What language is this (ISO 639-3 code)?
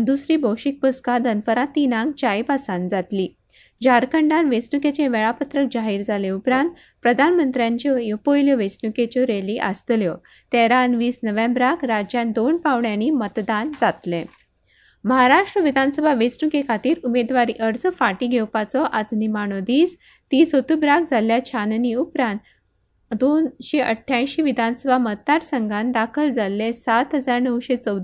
kok